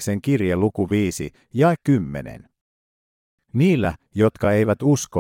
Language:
Finnish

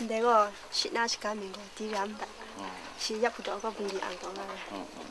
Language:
Kachin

